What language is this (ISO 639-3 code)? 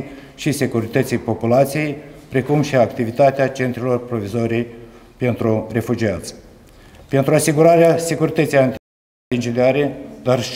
ron